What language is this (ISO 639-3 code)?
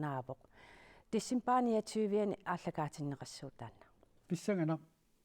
kal